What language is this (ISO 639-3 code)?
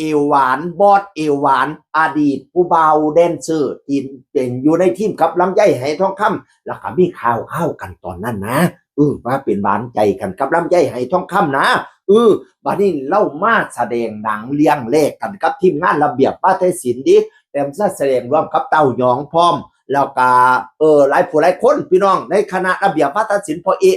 tts